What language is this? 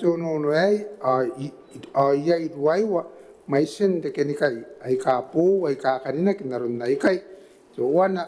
Gilbertese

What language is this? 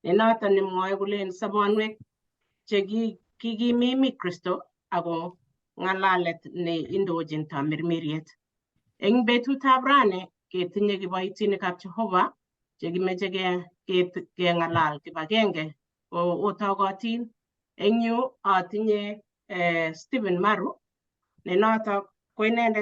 Kalenjin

